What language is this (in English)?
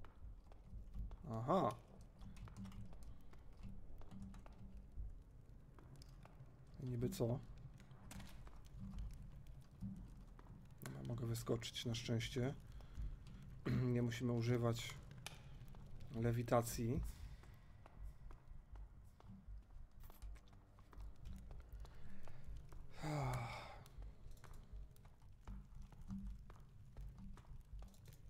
Polish